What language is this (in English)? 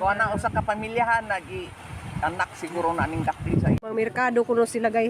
Cebuano